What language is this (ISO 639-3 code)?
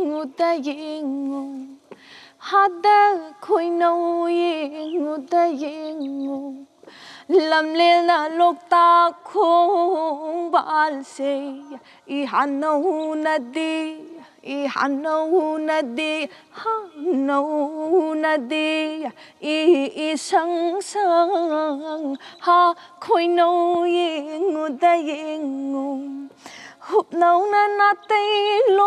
mni